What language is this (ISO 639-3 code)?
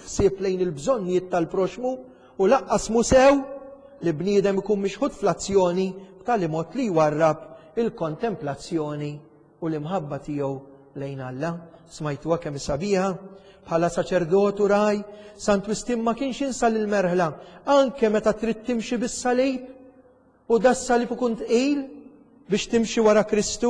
mlt